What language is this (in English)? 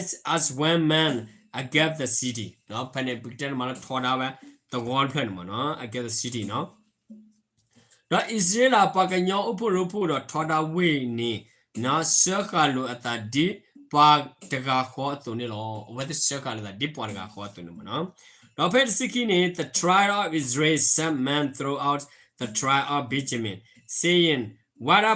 S'gaw Karen